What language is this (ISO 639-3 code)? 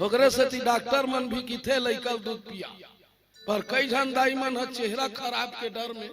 hne